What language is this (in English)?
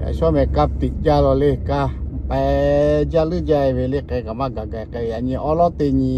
Lahu